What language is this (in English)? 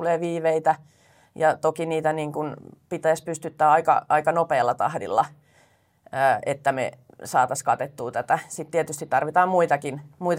Finnish